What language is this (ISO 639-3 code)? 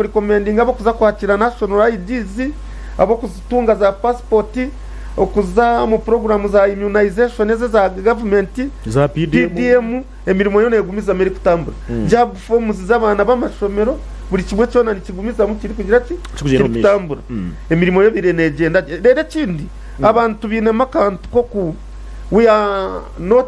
nyn